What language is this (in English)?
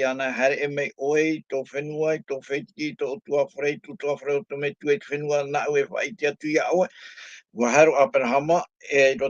Tahitian